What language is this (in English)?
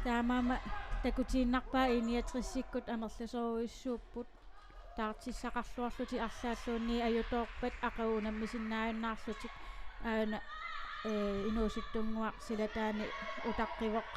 Kalaallisut